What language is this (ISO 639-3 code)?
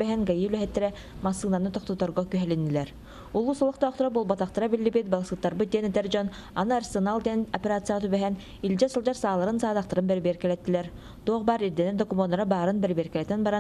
sah